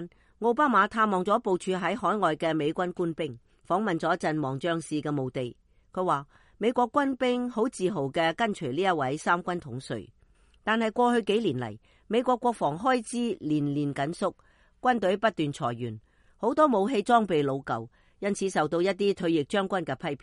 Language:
Cantonese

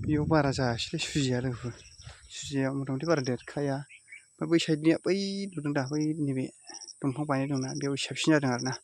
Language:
Bodo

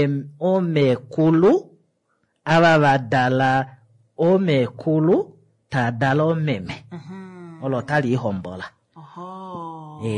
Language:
Kuanyama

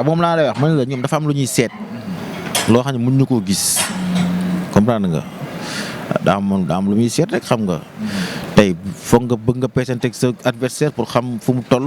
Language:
Wolof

